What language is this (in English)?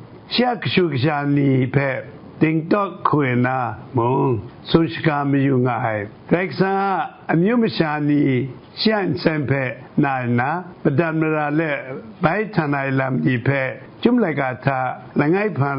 Kachin